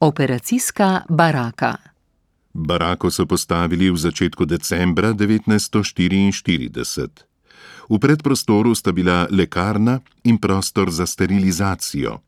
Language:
Slovenian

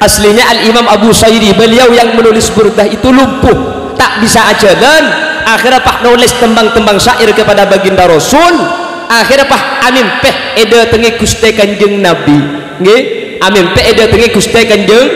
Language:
Madurese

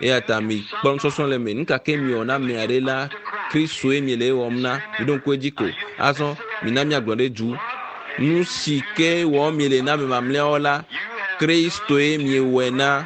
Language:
Ewe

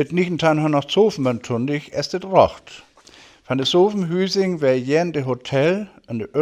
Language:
Northern Frisian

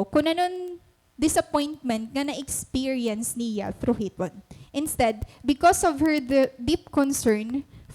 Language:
Waray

